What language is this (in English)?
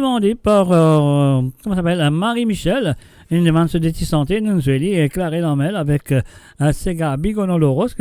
Morisyen